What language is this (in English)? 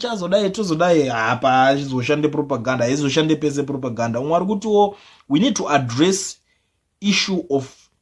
Shona